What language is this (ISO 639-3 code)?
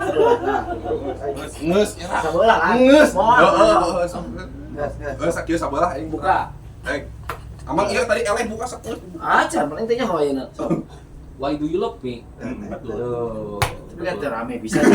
sun